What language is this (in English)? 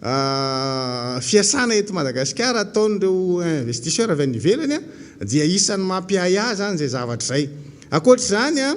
Malagasy